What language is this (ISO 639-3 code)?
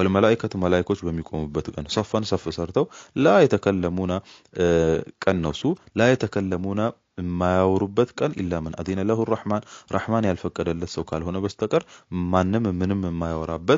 amh